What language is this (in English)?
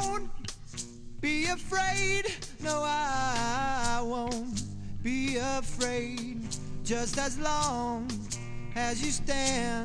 Basque